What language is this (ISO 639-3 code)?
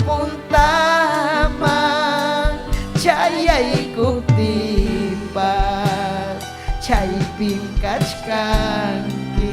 quy